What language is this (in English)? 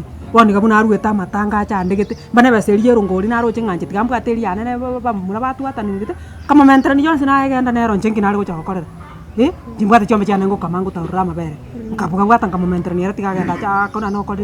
Gusii